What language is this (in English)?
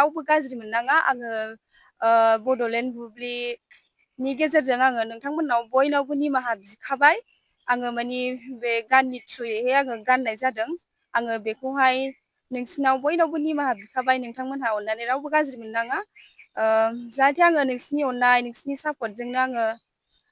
Bodo